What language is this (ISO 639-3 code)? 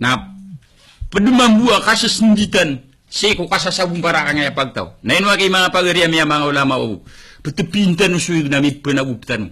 mrw